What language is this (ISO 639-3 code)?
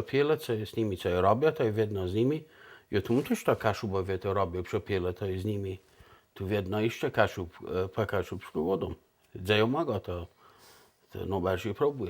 csb